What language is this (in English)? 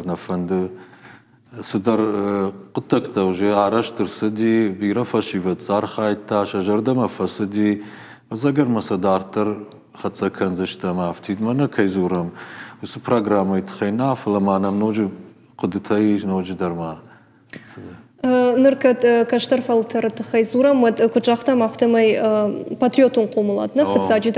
Ossetic